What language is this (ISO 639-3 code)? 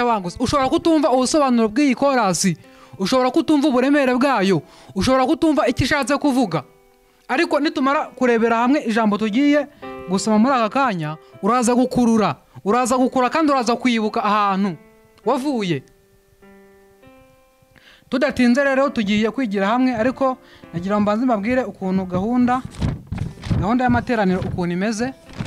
kin